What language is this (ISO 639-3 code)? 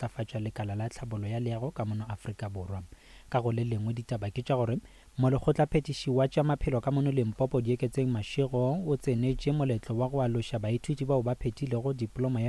nso